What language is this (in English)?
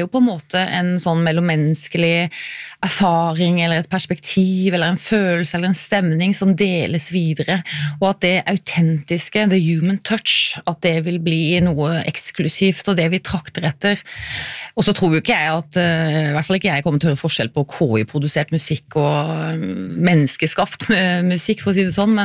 Norwegian